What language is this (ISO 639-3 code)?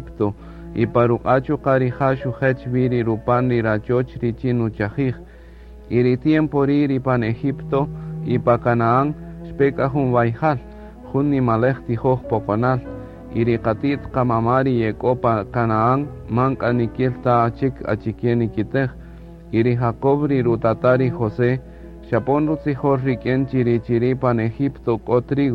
cak